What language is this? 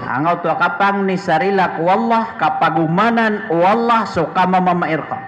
Maranao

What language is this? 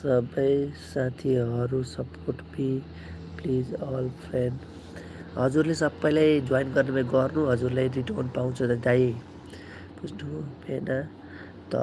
Nepali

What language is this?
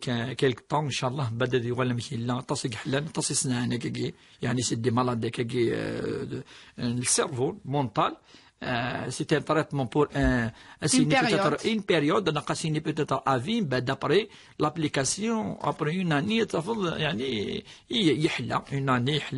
Kabyle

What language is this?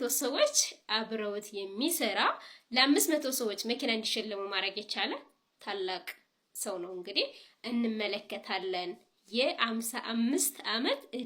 Amharic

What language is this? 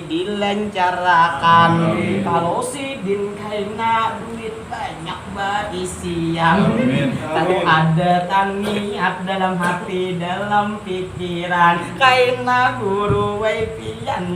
Banjar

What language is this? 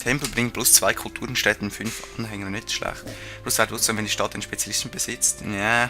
Swiss German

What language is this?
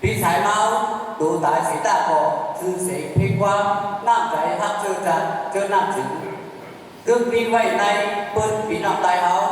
Shan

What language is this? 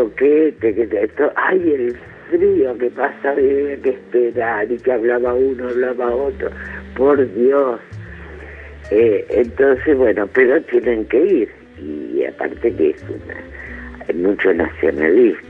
Spanish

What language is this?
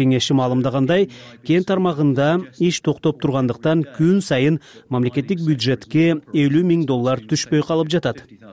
Kyrgyz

